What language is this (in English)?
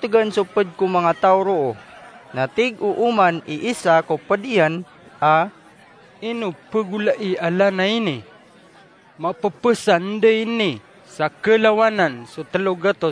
Maranao